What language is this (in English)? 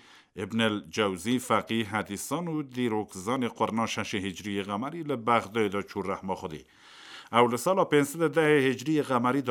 Kurdish